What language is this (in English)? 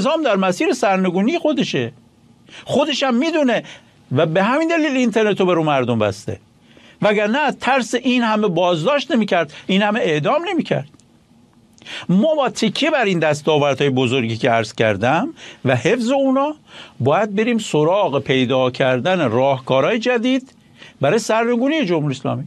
Persian